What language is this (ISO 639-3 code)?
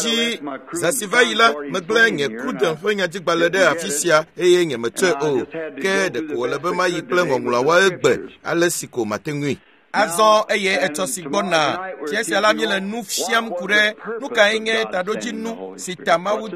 ewe